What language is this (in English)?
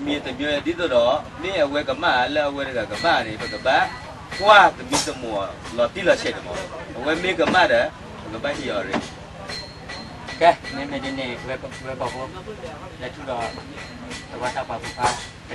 S'gaw Karen